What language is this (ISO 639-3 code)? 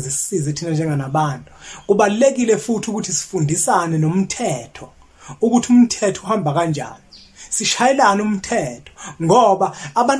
zul